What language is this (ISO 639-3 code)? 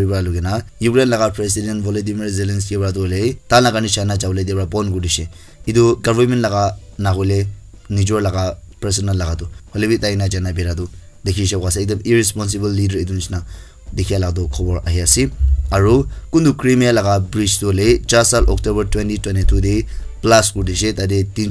nag